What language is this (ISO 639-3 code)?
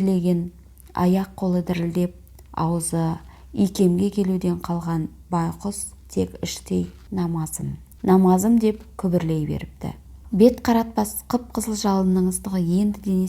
kaz